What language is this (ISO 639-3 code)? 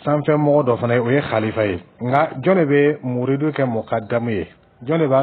dyu